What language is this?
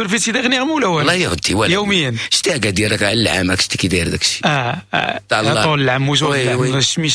Moroccan Arabic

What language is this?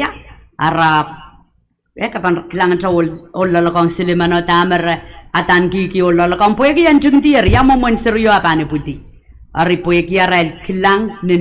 Pohnpeian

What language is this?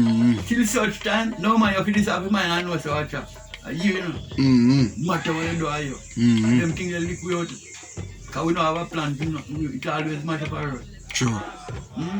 Jamaican Creole English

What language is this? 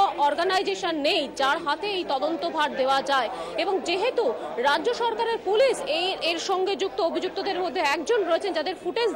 Bangla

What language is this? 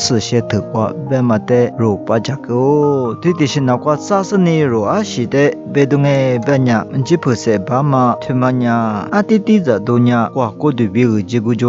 Lisu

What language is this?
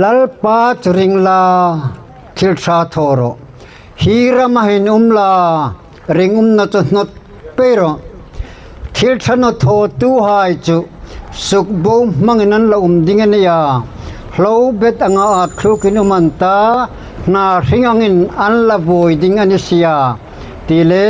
Hmar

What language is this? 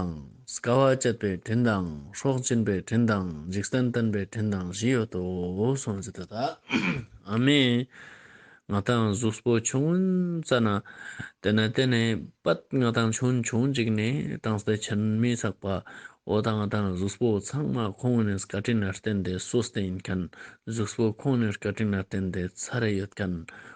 Ladakhi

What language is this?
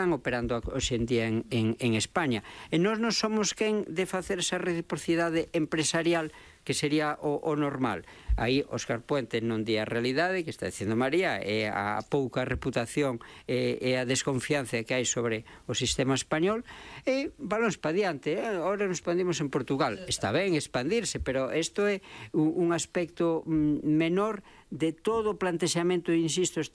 Galician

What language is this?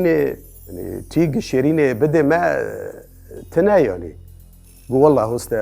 Kurdish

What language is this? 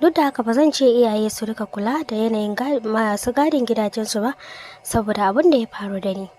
Hausa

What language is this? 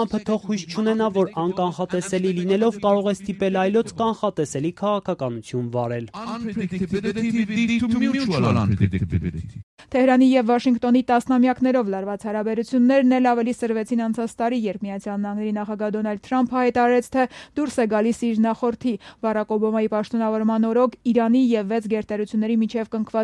Armenian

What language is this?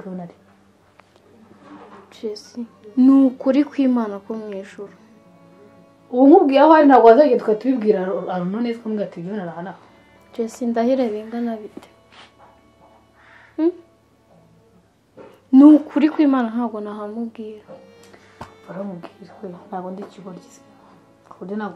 Kinyarwanda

